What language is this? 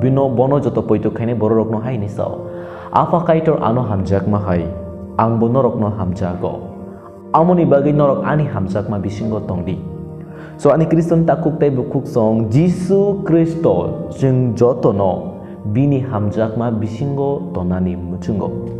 Kok Borok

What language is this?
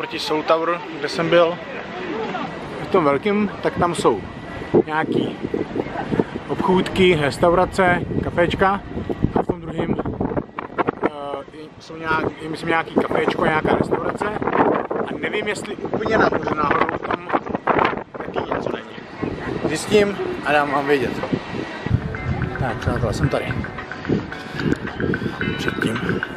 Czech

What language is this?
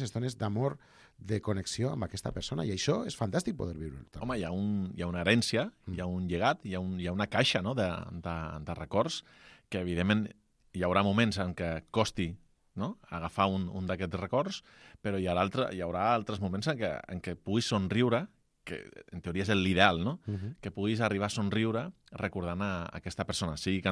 Catalan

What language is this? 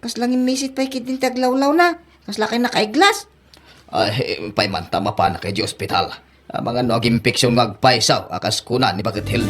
Iloko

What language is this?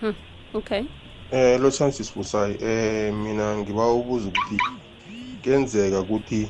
South Ndebele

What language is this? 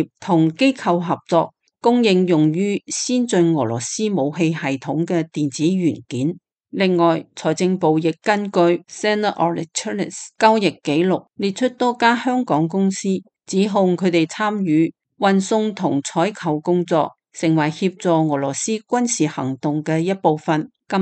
Cantonese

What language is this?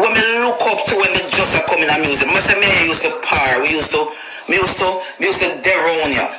Jamaican Creole English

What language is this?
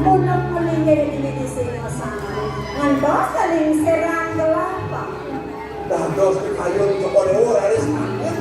Balinese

